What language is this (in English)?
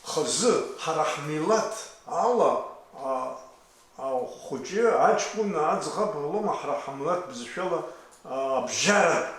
Abkhazian